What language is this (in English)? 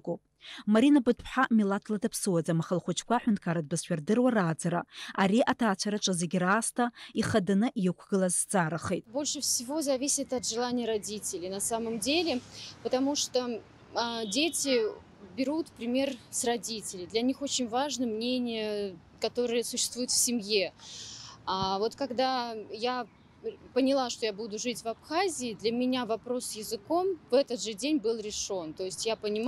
Abkhazian